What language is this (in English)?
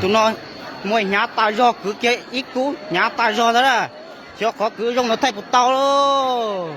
Hmong